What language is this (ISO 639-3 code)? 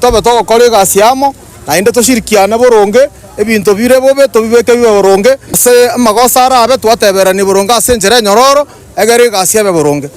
guz